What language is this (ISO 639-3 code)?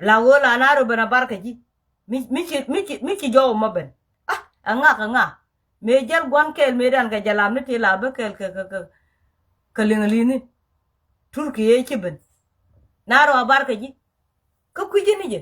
nus